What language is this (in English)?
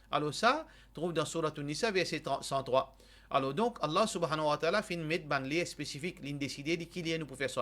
Morisyen